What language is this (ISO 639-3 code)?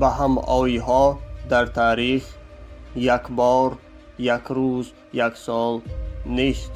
tgk